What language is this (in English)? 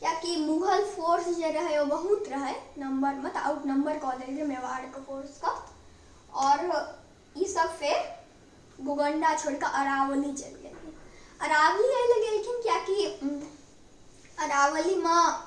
Maithili